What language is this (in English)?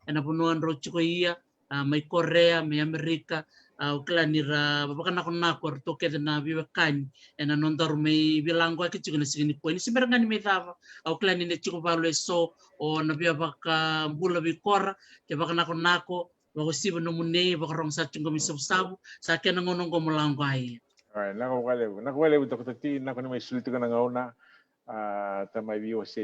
Fijian